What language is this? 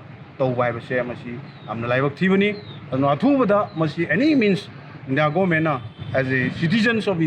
Manipuri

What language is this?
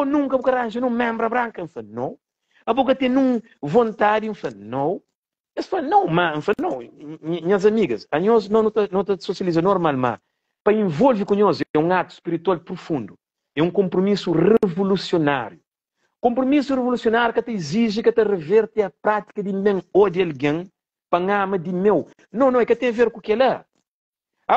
Kabuverdianu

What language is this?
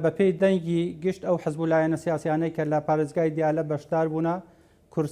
Central Kurdish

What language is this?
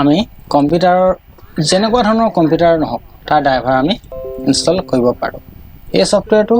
Assamese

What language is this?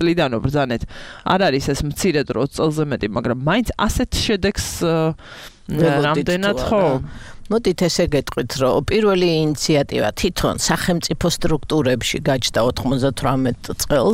Georgian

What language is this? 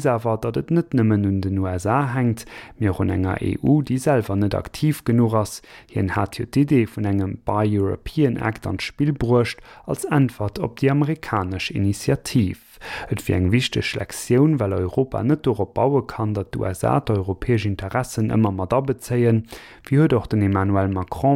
Luxembourgish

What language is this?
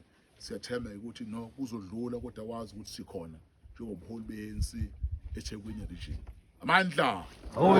Zulu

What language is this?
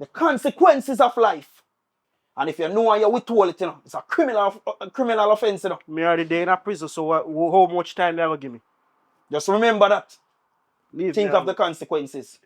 Jamaican Creole English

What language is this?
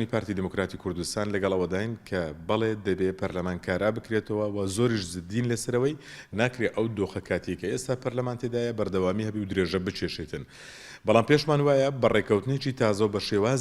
Central Kurdish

